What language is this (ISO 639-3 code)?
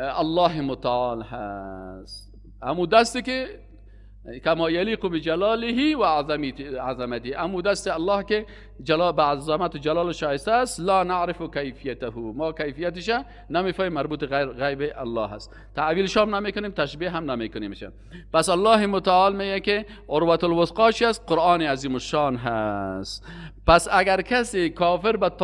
fas